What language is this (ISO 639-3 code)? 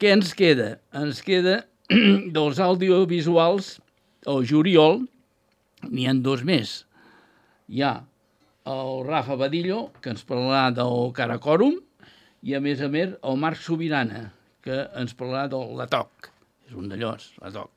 cat